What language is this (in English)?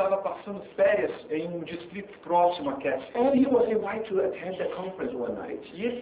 Portuguese